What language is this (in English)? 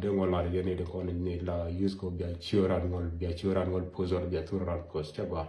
Nuer